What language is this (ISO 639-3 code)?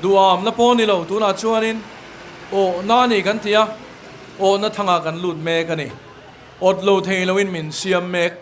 lus